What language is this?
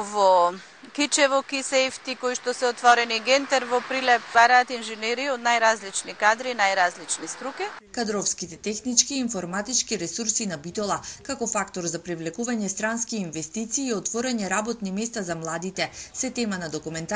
Macedonian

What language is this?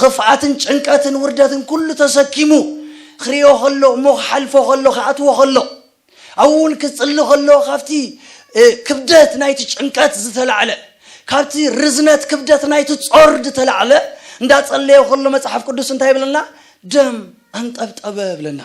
Tigrinya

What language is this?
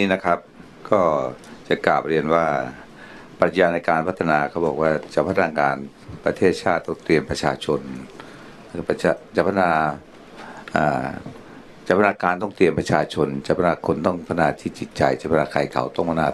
Thai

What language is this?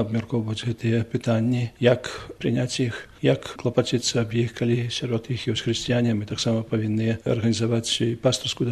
Belarusian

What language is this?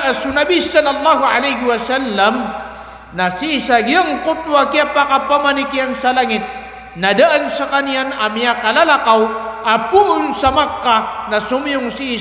Maranao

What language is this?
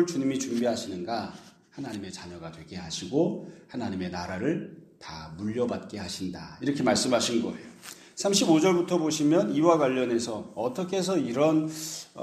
Korean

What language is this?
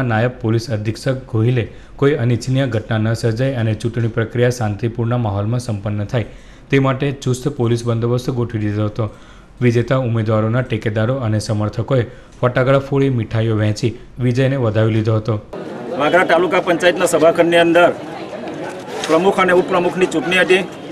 Gujarati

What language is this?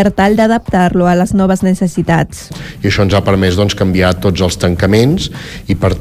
Catalan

